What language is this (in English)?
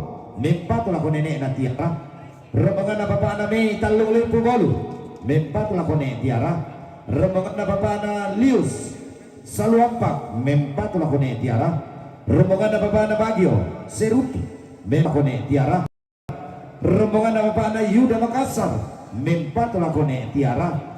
Toraja-Sa'dan